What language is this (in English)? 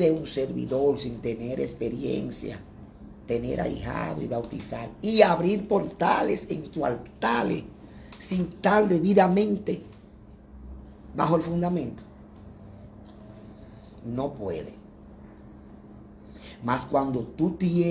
Spanish